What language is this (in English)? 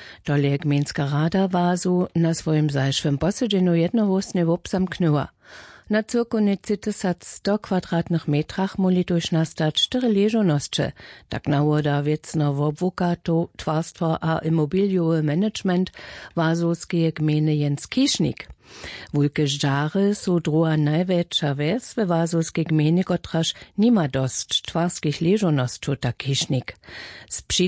Upper Sorbian